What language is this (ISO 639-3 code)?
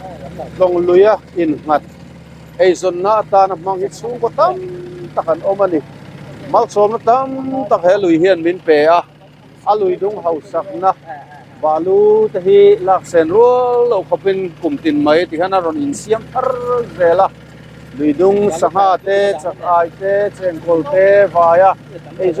lus